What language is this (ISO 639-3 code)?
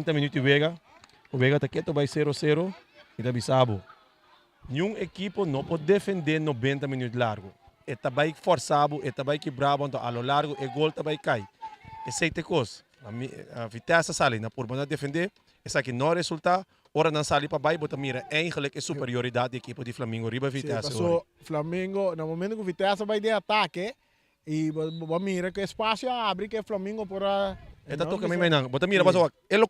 pap